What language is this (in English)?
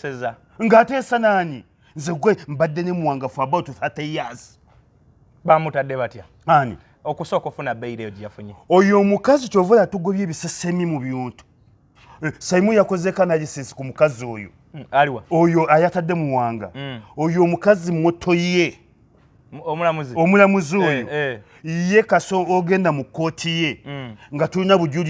Ganda